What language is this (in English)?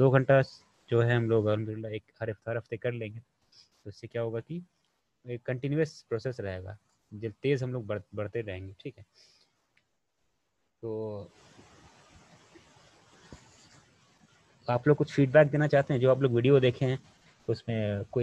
Urdu